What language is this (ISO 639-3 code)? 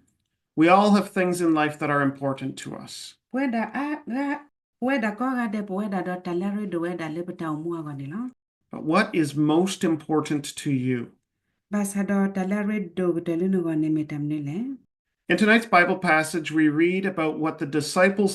ksw